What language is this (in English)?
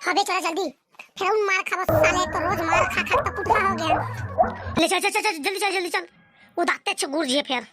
Chhattisgarhi